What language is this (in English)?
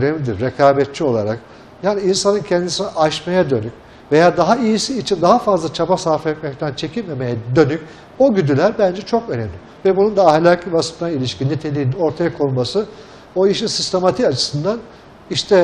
Turkish